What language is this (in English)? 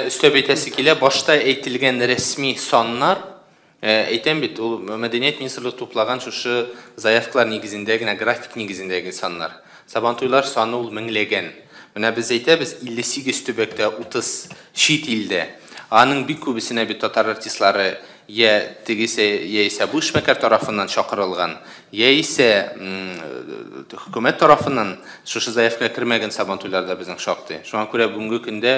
Tatar